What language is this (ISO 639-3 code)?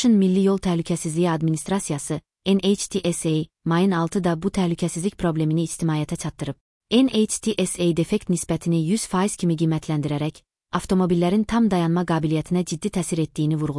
aze